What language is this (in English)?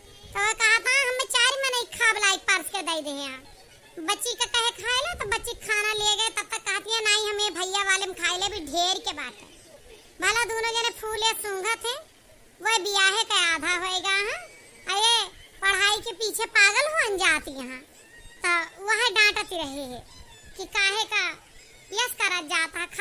Awadhi